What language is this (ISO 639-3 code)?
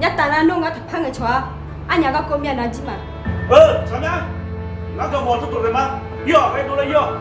ahk